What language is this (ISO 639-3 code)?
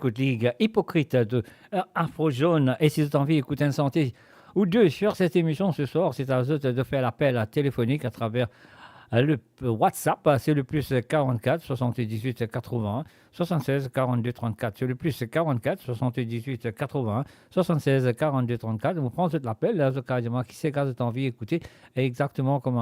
mfe